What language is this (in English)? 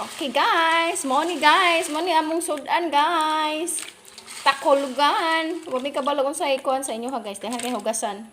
Cebuano